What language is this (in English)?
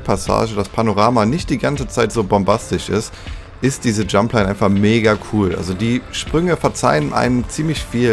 German